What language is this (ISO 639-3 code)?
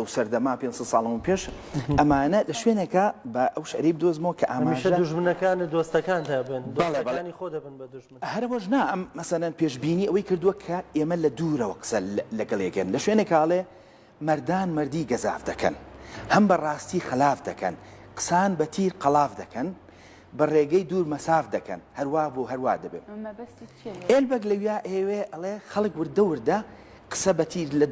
ckb